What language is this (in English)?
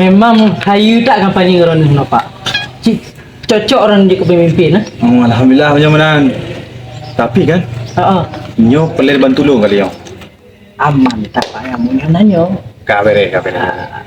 Achinese